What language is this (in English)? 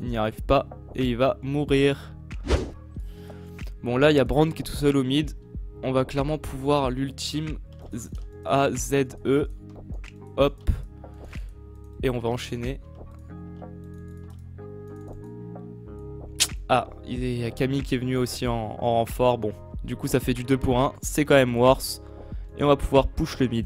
French